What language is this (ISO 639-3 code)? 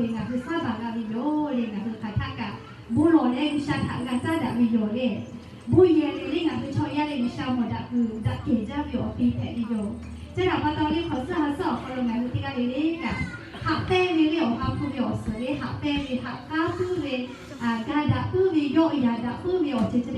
lhu